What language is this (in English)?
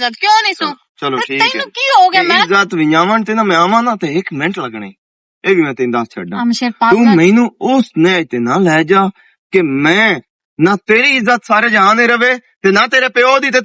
Western Panjabi